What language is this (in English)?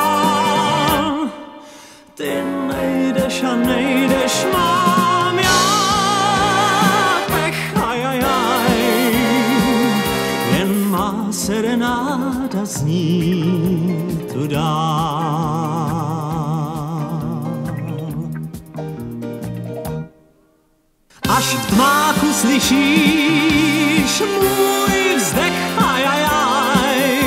Czech